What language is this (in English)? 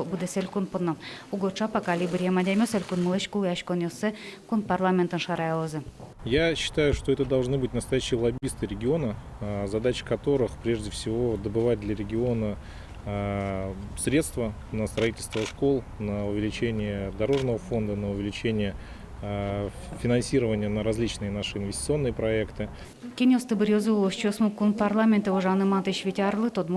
Udmurt